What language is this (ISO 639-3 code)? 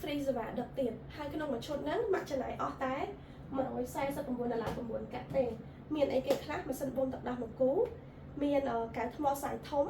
khm